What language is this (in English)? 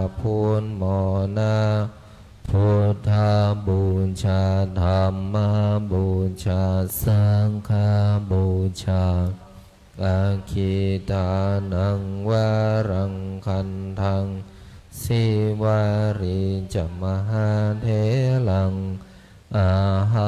Pali